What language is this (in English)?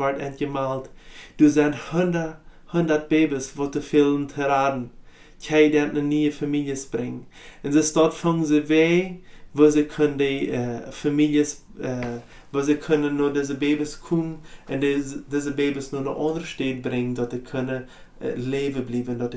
Plautdietsch